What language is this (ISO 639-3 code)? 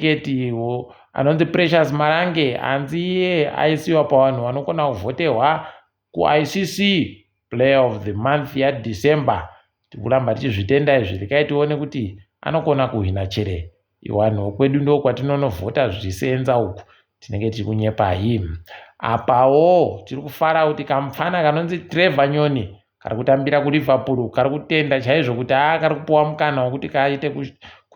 ndc